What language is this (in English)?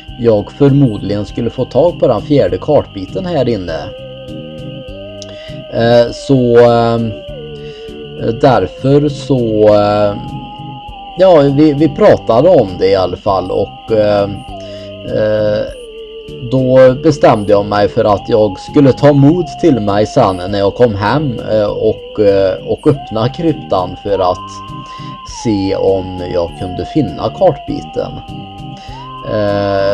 Swedish